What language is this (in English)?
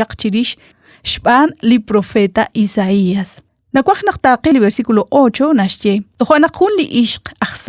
Kekchí